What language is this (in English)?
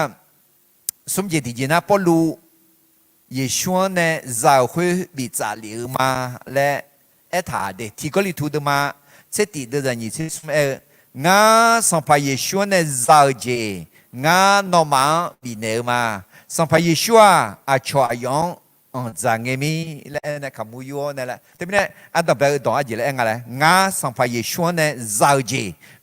Akha